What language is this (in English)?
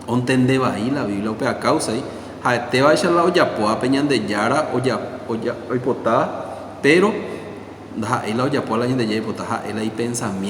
Guarani